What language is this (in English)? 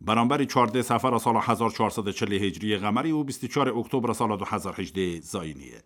Kurdish